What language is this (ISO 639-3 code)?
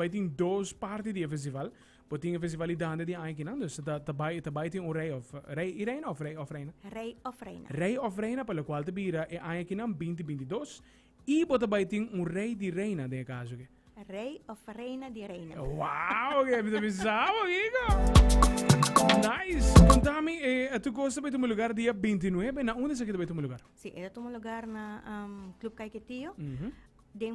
pap